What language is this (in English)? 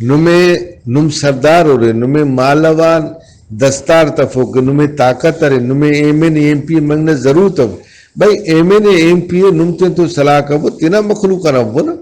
Brahui